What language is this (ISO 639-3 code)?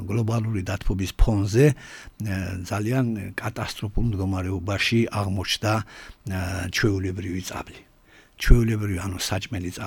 kat